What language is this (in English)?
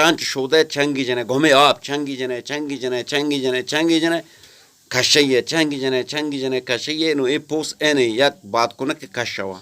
Eastern Balochi